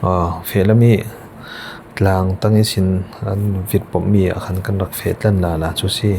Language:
Falam Chin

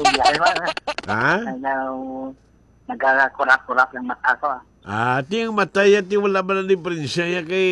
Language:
Hiligaynon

